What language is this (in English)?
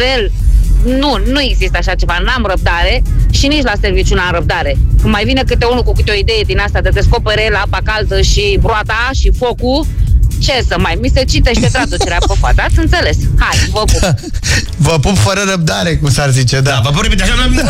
Romanian